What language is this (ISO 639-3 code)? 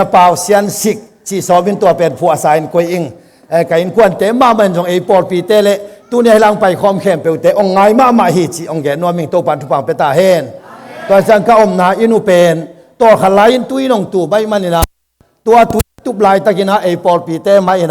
ctd